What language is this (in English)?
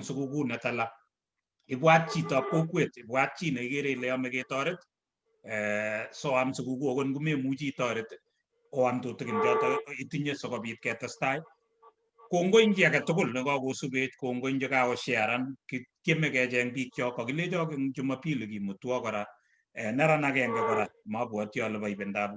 Kalenjin